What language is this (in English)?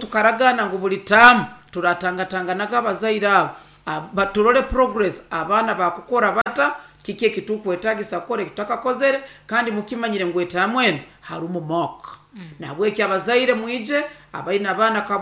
Nyoro